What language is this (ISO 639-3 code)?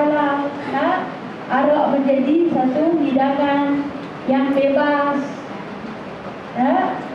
msa